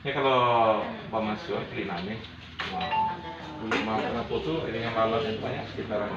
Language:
Minangkabau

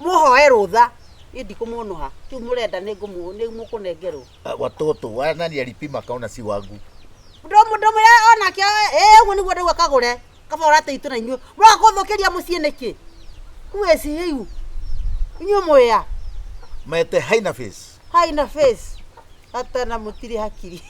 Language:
Kikuyu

